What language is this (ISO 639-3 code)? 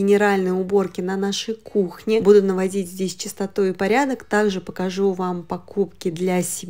rus